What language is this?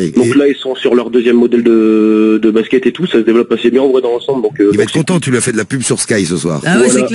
French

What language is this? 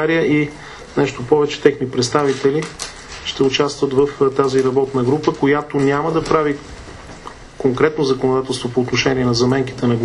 Bulgarian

